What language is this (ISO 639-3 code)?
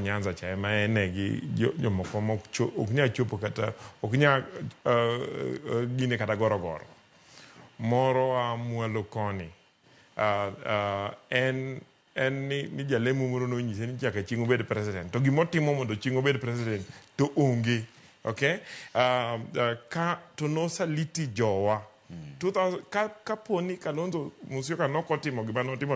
luo